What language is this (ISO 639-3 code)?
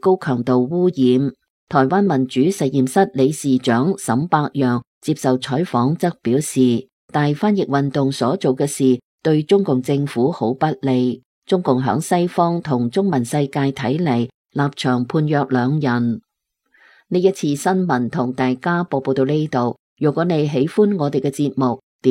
yue